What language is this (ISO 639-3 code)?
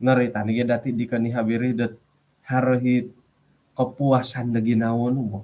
dtp